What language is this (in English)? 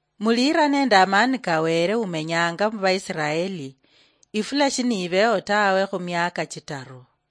Luyia